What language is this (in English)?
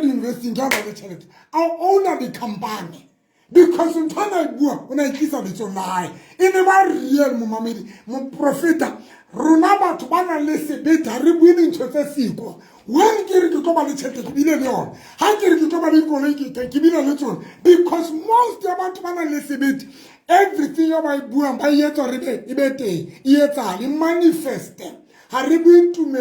Southern Sotho